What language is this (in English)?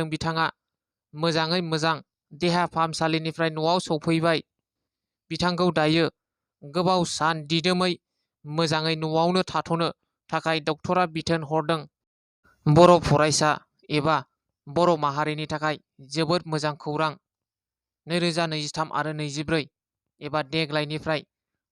Bodo